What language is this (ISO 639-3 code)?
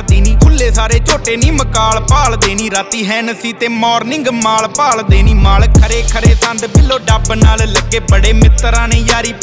pan